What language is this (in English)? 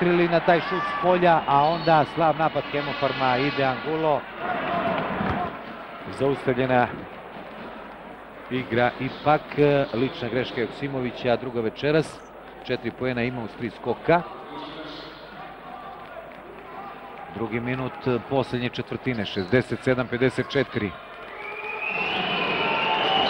Serbian